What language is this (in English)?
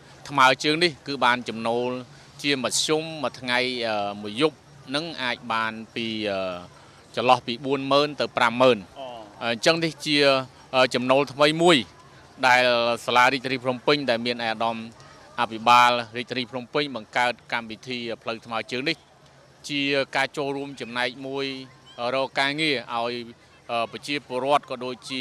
Khmer